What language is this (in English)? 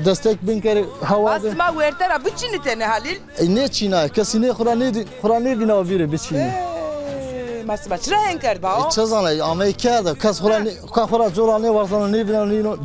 Zaza